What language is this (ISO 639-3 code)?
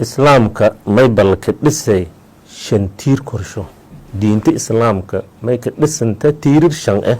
som